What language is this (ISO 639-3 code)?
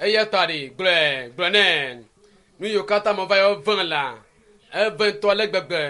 ewe